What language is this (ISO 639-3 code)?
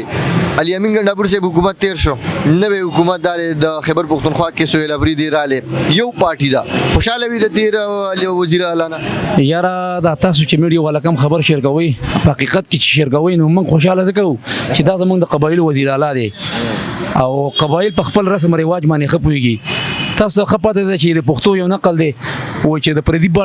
pus